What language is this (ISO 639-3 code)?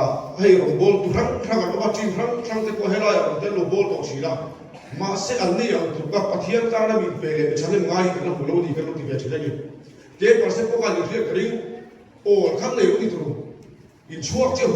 lus